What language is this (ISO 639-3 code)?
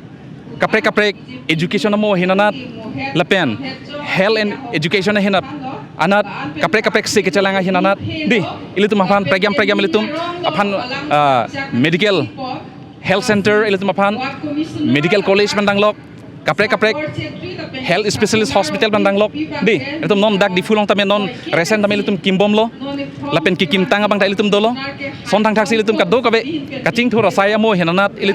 mjw